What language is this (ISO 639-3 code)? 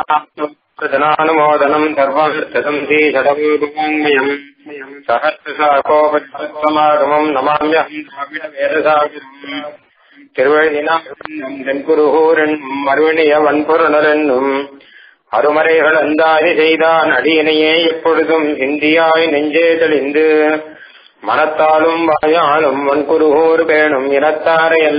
tam